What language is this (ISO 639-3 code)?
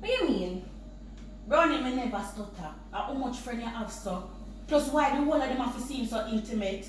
jam